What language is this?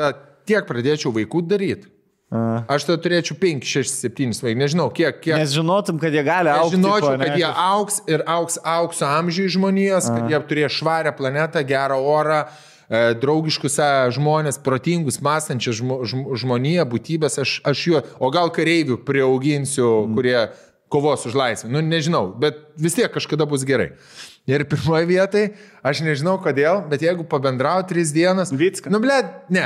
Lithuanian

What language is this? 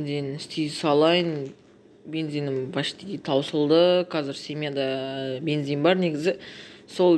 Kazakh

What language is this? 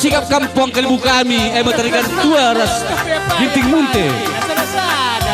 Batak Karo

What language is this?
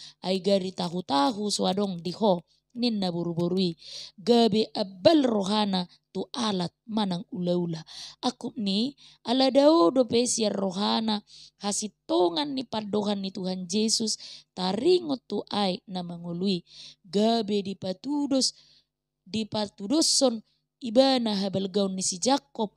Batak Toba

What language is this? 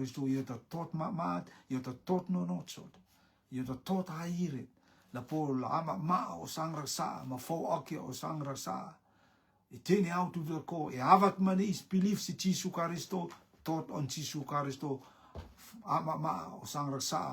Rotuman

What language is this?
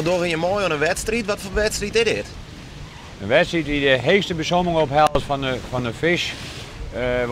Western Frisian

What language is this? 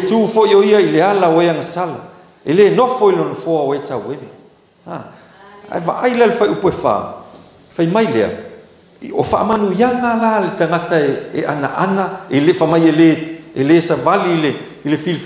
Samoan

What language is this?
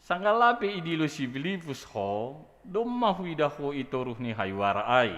Batak Simalungun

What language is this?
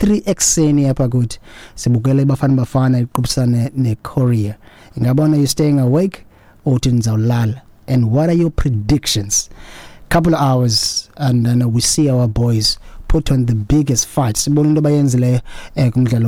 Xhosa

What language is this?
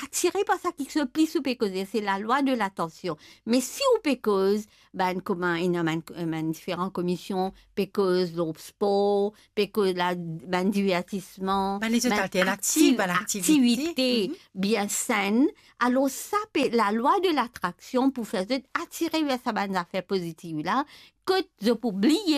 Morisyen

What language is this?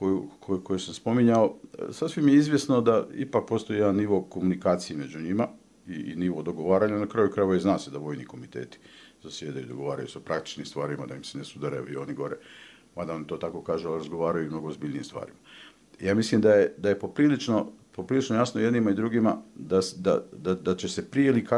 Bosnian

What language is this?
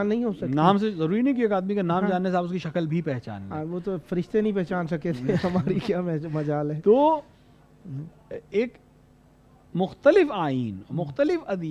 Urdu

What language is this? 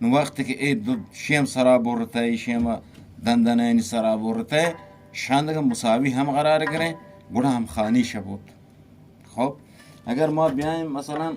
Eastern Balochi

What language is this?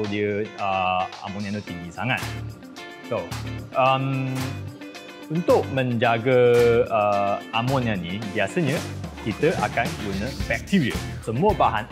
Malay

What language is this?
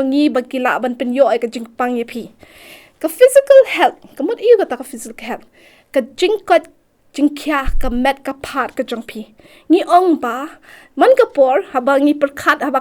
Khasi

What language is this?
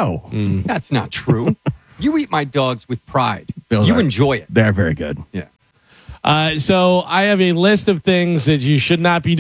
English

